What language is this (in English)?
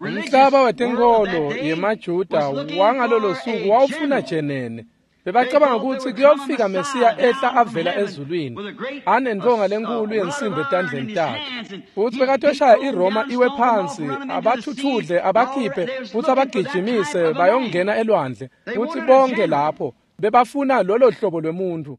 Swati